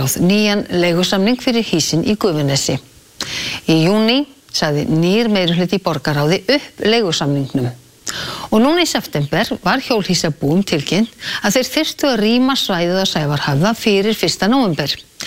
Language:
Icelandic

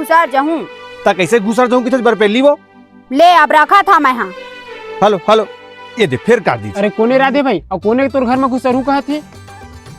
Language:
Chhattisgarhi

